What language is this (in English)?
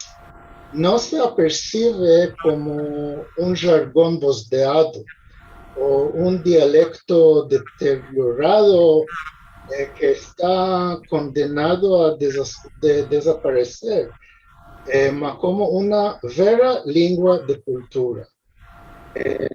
Ladino